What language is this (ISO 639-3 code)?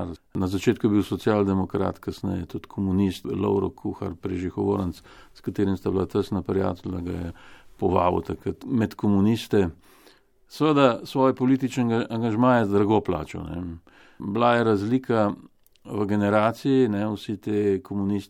slv